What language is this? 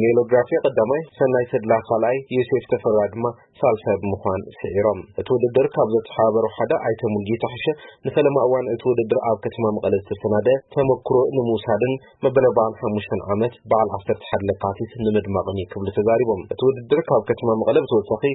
Tigrinya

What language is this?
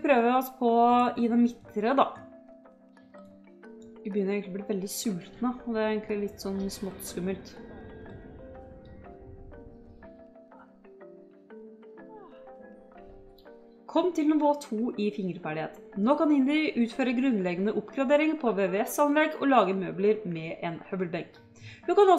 Norwegian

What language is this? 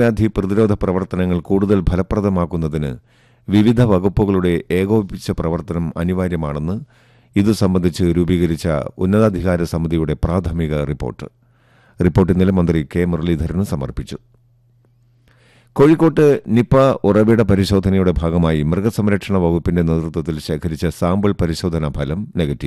Malayalam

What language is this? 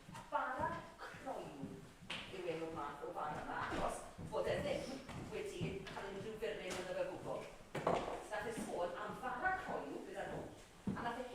Welsh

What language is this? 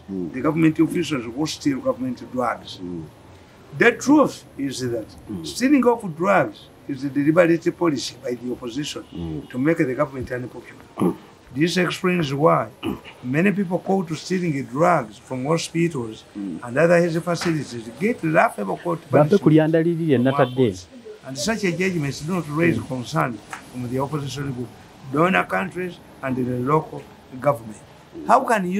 English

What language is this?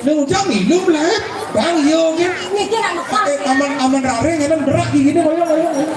Balinese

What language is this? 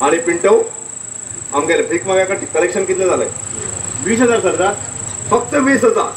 Konkani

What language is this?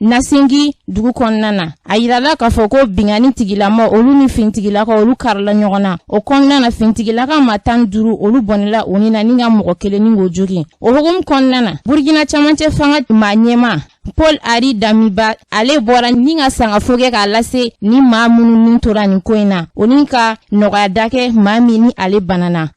Bambara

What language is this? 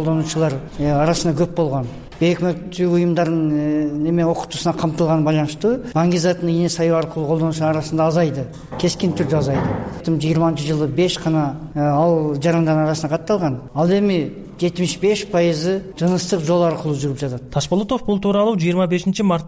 Kyrgyz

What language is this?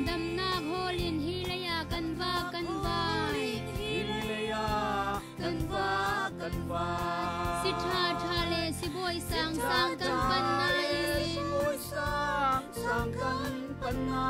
Falam Chin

